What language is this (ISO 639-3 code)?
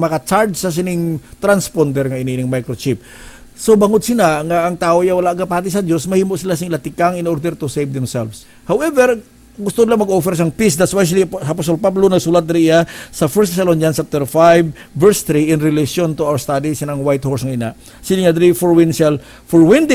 hil